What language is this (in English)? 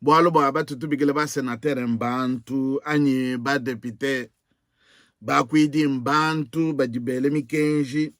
Luba-Lulua